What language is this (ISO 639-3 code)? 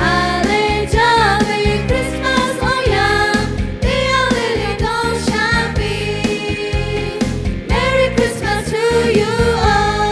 lhu